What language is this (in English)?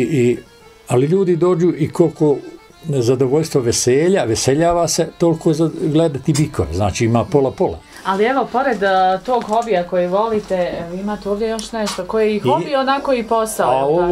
Bosnian